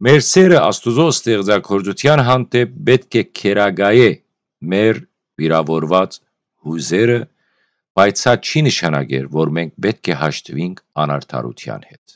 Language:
Western Armenian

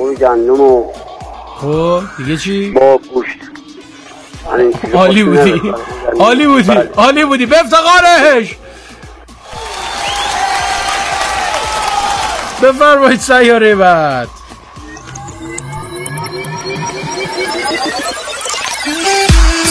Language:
Persian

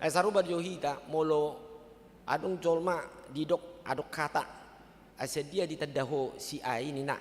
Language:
Batak Toba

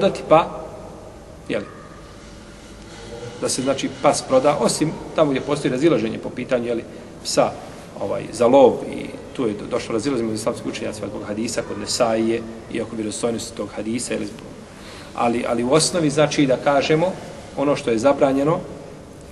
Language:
Bosnian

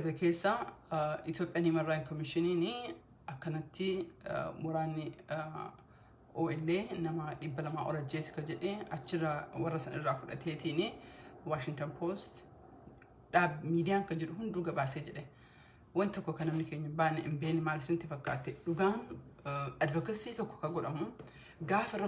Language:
Oromo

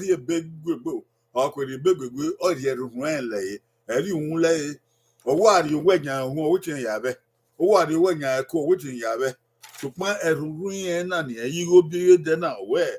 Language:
Bini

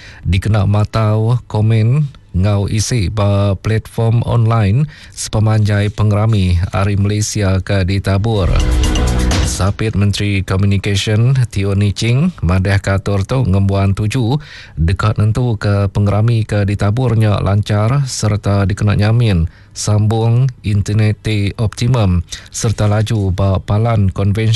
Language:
Iban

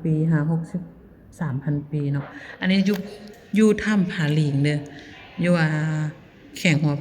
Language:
Lao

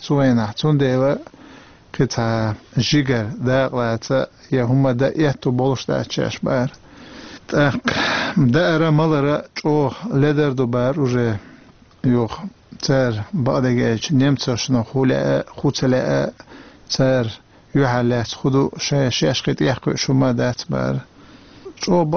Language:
Chechen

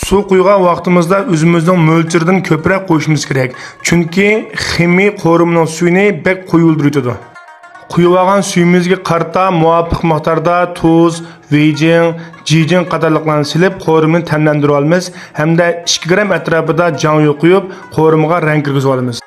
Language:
Uyghur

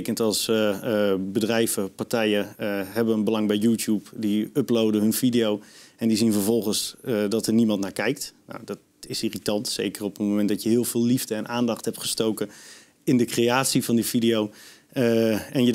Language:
Dutch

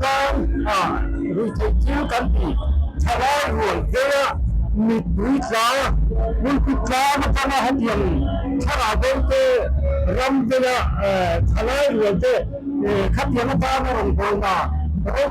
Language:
Mizo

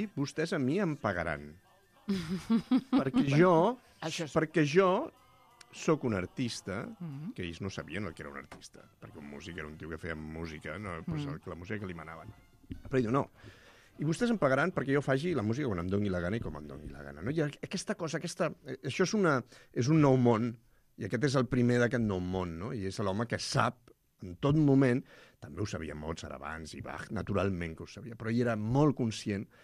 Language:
Catalan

